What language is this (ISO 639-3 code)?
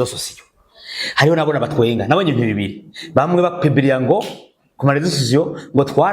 run